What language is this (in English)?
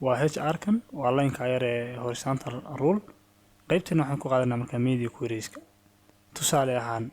Somali